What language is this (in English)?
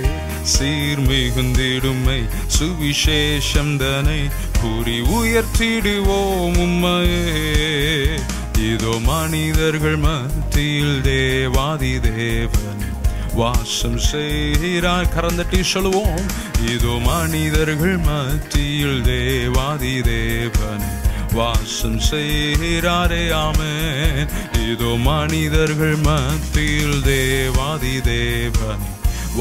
Tamil